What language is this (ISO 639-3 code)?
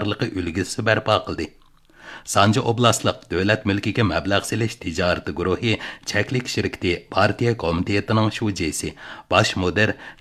uig